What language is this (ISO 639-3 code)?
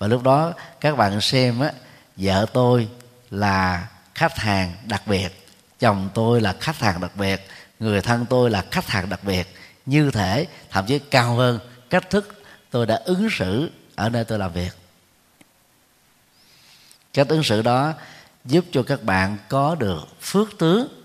vie